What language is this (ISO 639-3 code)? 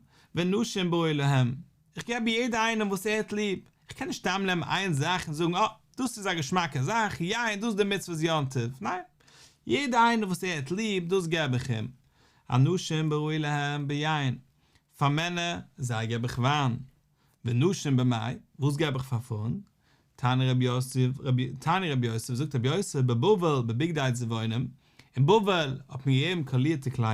yid